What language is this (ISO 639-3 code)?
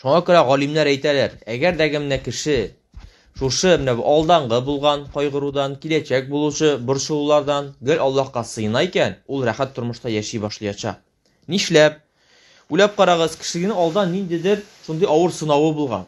tat